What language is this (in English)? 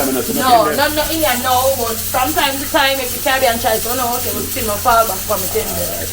Jamaican Creole English